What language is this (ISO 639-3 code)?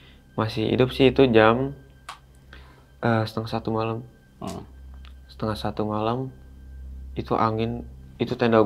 ind